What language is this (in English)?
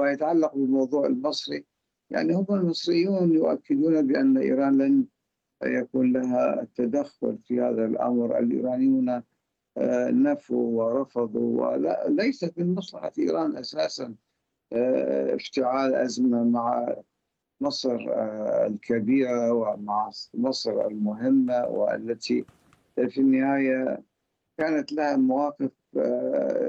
Arabic